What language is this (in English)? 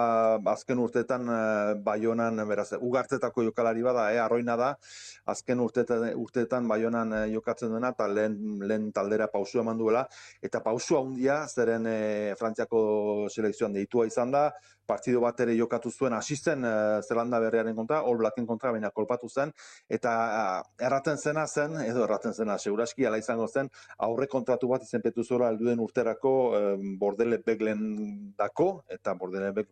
Basque